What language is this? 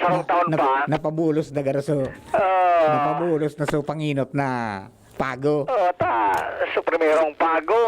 Bikol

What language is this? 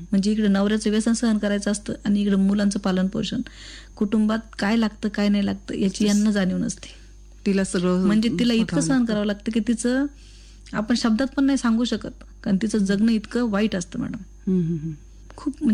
Marathi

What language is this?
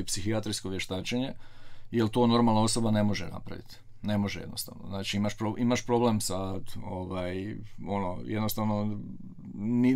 Croatian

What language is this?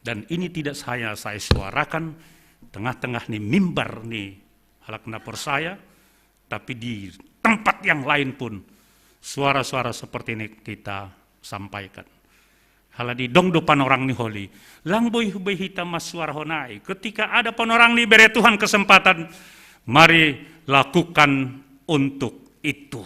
Batak Simalungun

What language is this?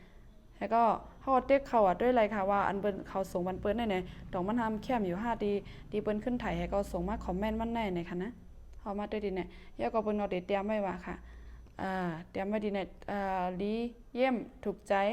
Shan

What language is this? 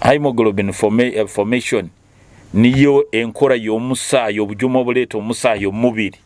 Nyoro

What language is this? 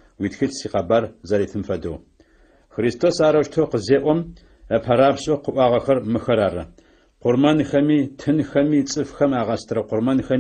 Adyghe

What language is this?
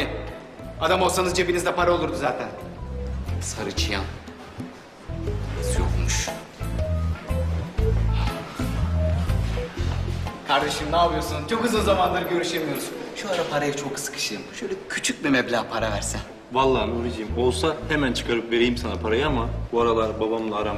Turkish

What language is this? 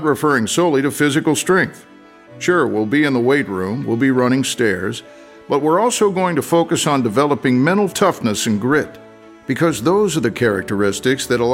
English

